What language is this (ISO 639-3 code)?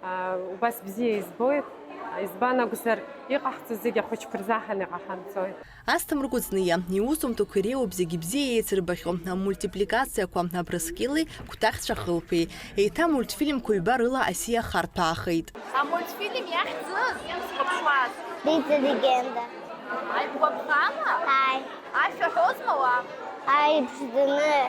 abk